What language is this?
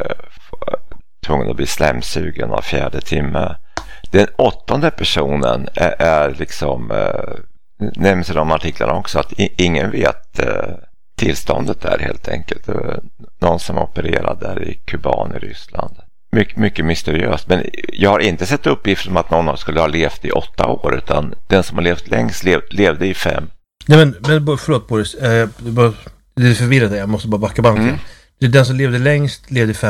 Swedish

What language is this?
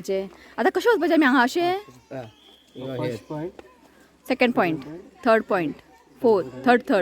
Konkani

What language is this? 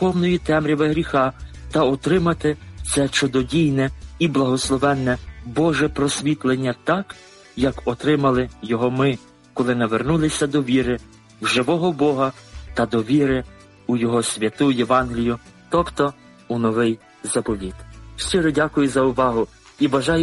Ukrainian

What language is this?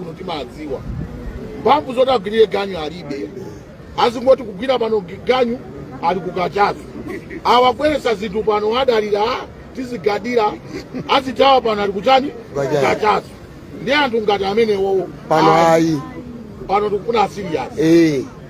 Nyanja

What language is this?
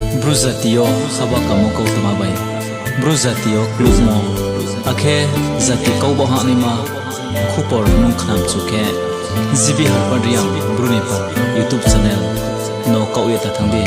Riang (India)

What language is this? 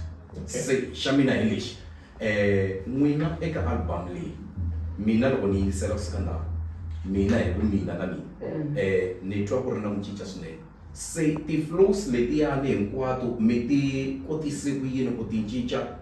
Tsonga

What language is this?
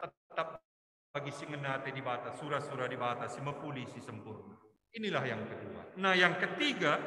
Batak Karo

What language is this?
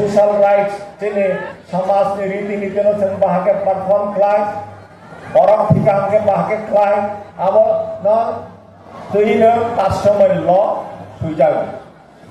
Riang (India)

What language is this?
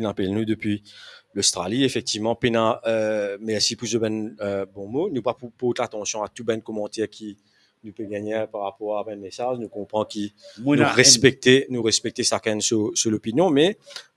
Morisyen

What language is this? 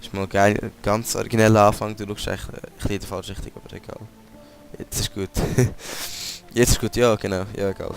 Swiss German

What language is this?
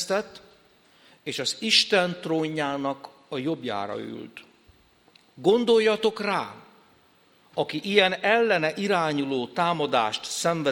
Hungarian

